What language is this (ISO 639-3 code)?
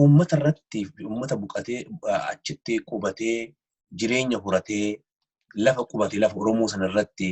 orm